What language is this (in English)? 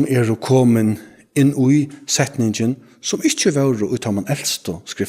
Faroese